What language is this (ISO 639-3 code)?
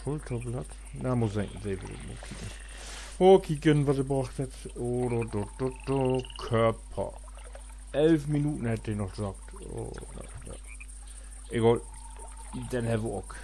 nds